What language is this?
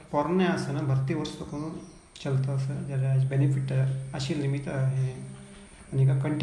Konkani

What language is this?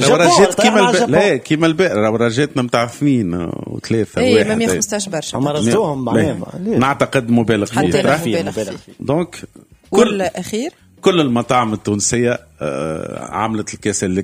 Tunisian Arabic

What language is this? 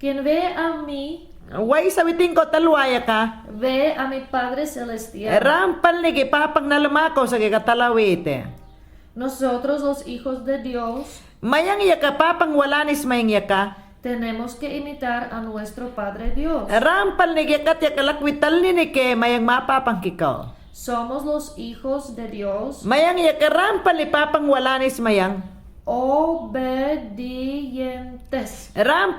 Mayangna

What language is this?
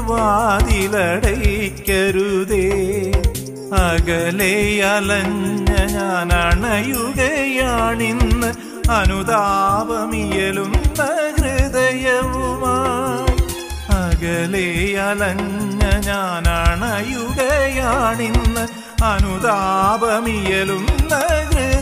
Malayalam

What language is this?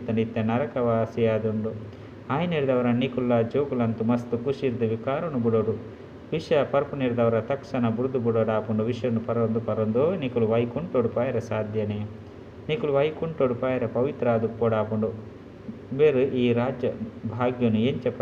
Tulu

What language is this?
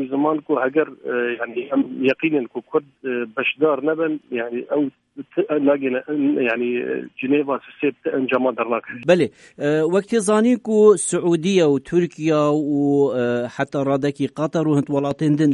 Kurdish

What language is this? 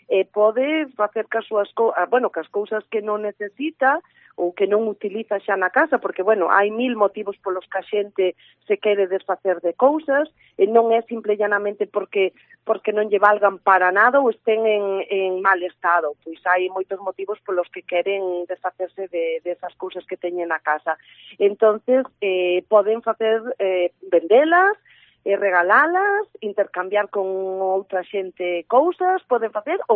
Galician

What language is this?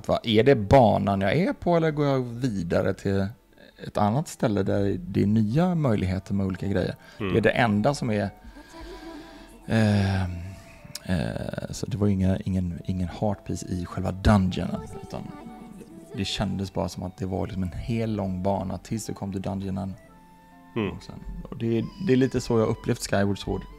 Swedish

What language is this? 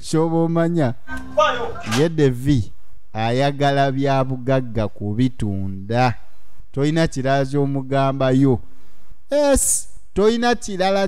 Ganda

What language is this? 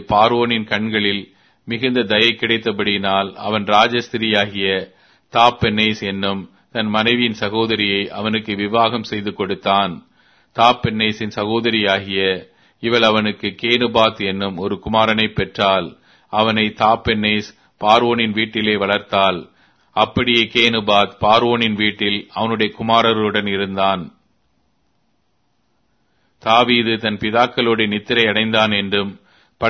Tamil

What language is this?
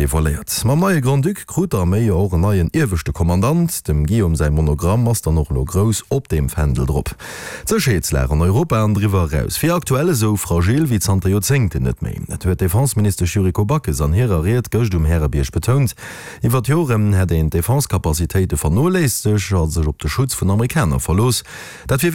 Luxembourgish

